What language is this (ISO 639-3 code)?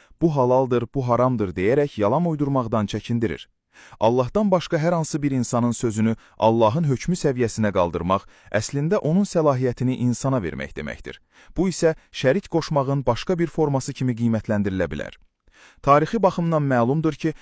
aze